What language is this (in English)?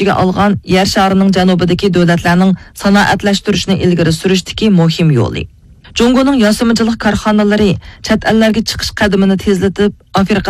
Uyghur